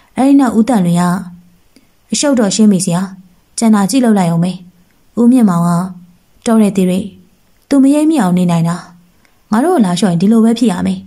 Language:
Burmese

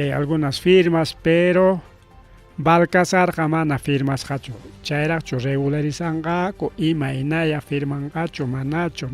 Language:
Ayacucho Quechua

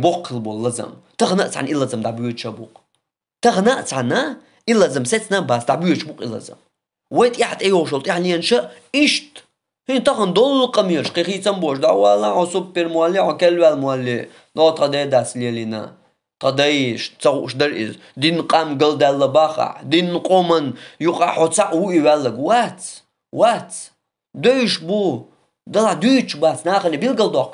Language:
Chechen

